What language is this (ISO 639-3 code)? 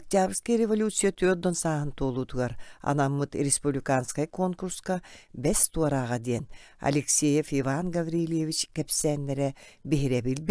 sah